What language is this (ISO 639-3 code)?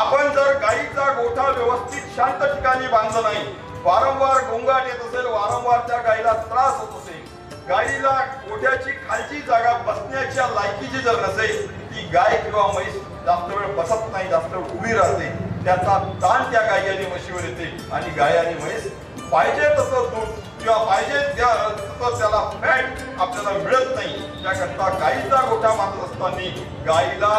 mar